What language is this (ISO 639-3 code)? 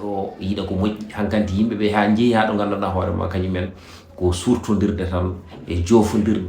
ful